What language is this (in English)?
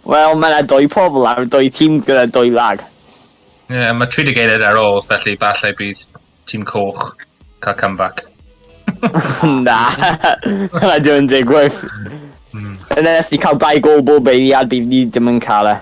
Welsh